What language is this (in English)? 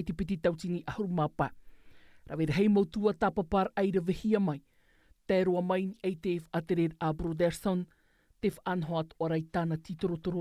Tahitian